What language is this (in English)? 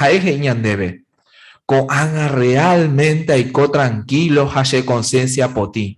Guarani